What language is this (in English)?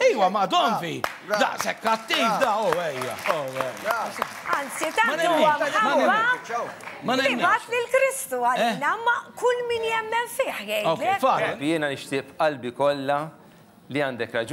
Maltese